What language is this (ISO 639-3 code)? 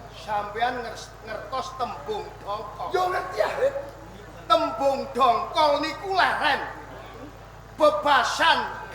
jav